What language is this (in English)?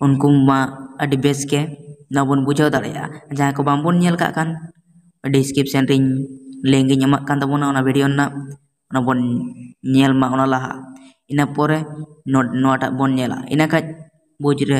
Santali